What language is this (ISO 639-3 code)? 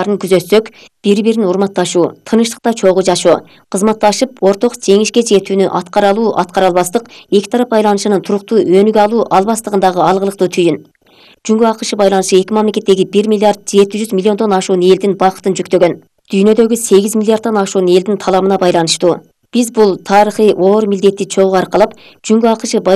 kir